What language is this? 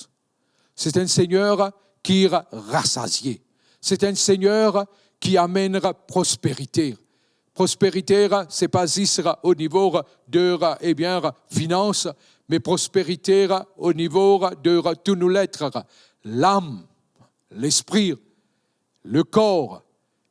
Morisyen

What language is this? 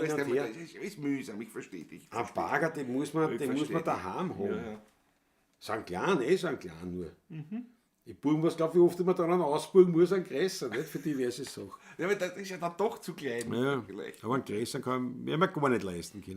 Bavarian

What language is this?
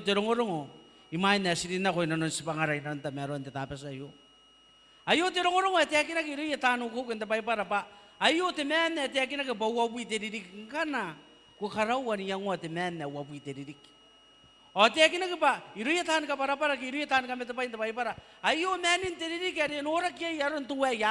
Gilbertese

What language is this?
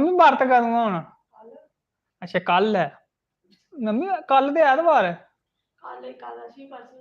Dogri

